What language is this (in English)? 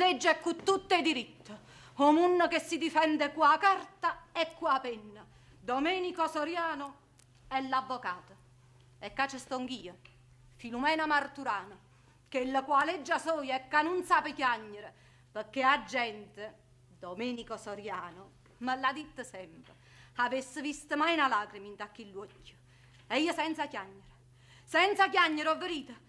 Neapolitan